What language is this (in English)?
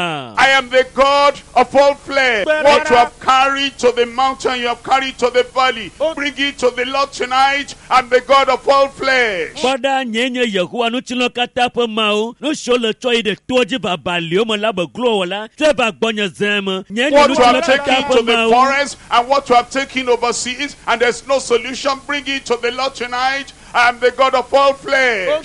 Ewe